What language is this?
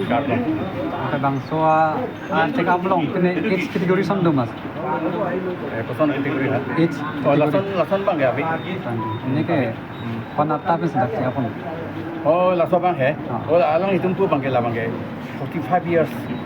Karbi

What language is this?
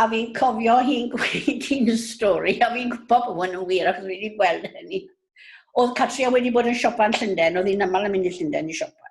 Welsh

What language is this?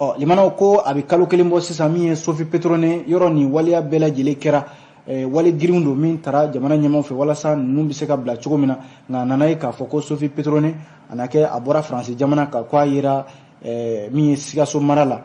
Bambara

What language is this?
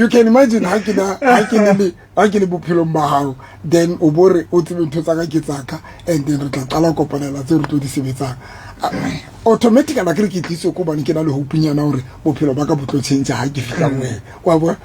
Southern Sotho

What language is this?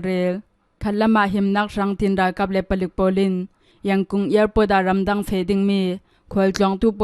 Hakha Chin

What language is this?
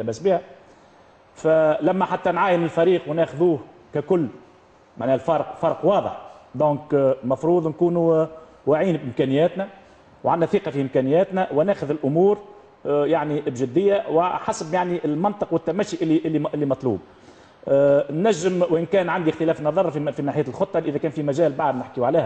Tunisian Arabic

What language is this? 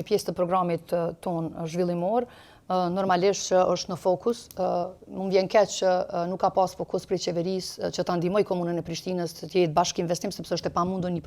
Albanian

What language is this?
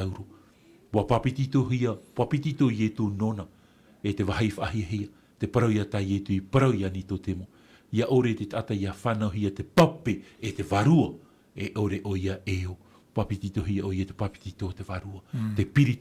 Tahitian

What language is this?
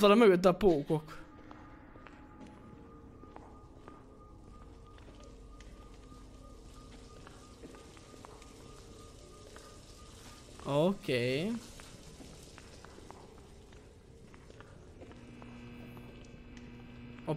Hungarian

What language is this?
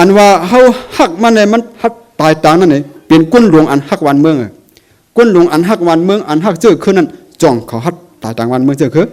Shan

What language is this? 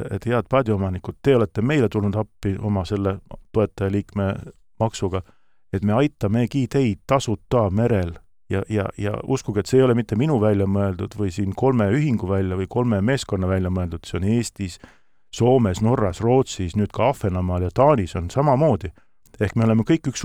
Estonian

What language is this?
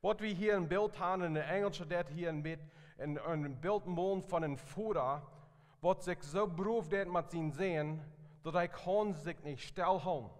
Plautdietsch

